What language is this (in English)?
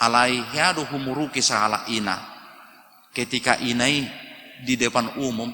Batak Toba